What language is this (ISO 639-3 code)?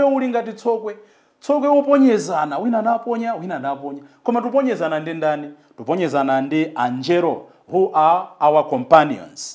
nya